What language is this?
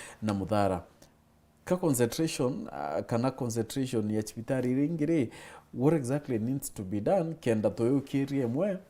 Meru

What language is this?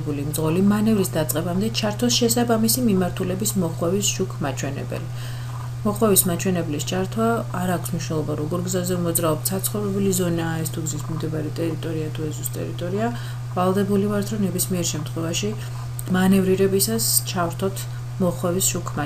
Georgian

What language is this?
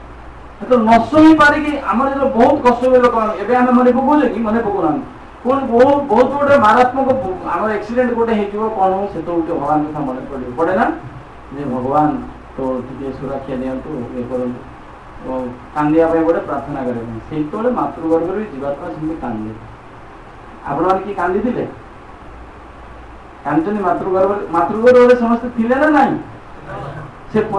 Odia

